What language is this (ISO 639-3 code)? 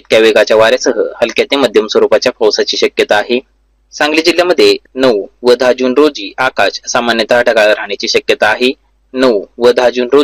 mar